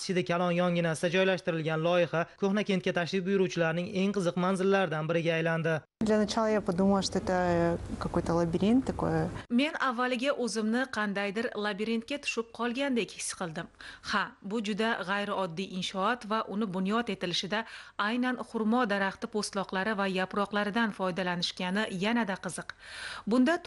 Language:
Uzbek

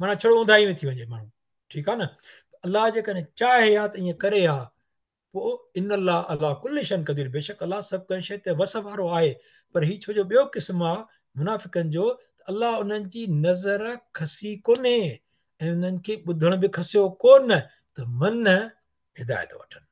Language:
Sindhi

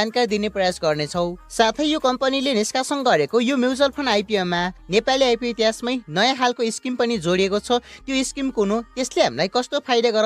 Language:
Nepali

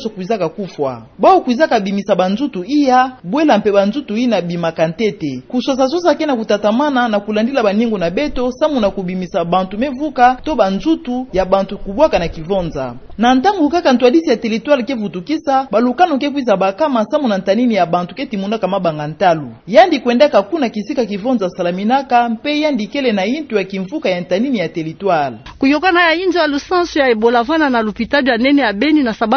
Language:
Kituba (Democratic Republic of Congo)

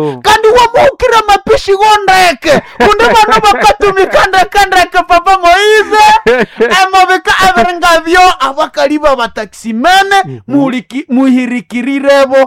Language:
Nande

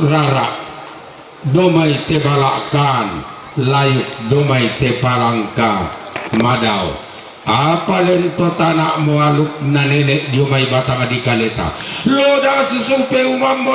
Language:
Toraja-Sa'dan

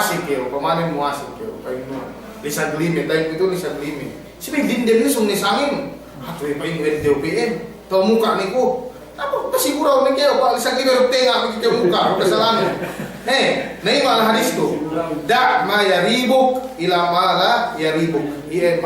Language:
Yakan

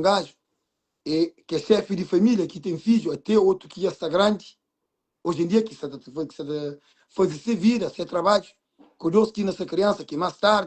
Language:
Kabuverdianu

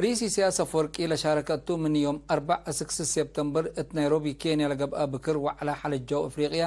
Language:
Tigre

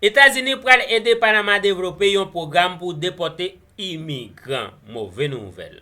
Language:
Haitian Creole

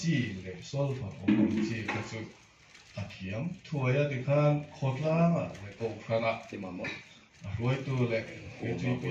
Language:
Mizo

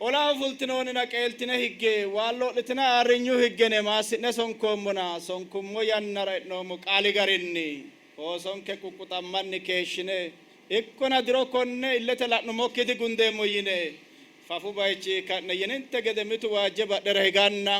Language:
Sidamo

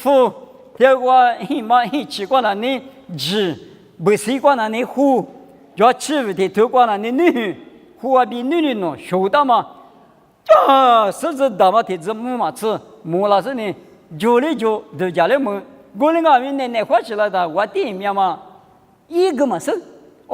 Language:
Lisu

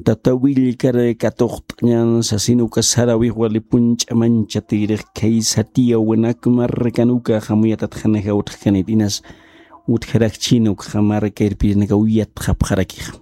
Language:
Aymara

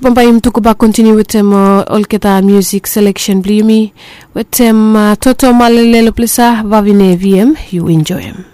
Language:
Bislama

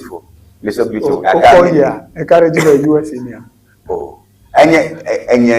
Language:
Ewe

